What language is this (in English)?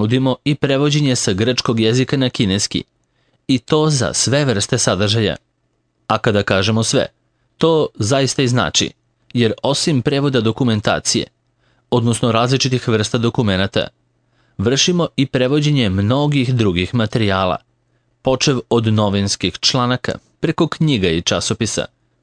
Serbian